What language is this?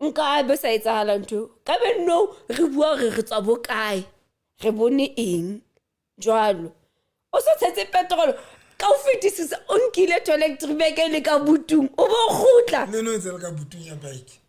Southern Sotho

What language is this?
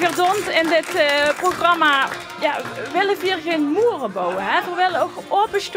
Limburgish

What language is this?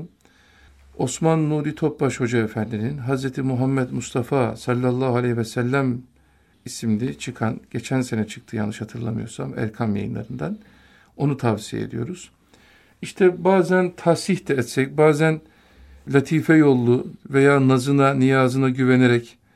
Turkish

